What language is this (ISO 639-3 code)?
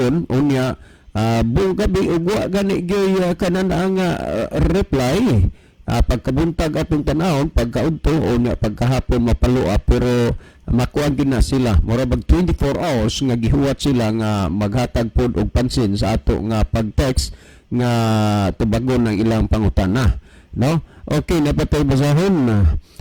ceb